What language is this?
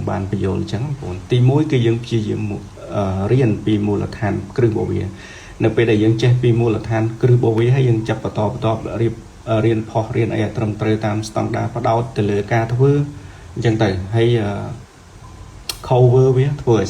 Khmer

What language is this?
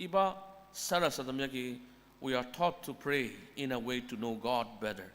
Ao Naga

